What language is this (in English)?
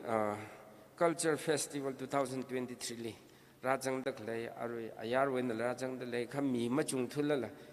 Tangkhul Naga (India)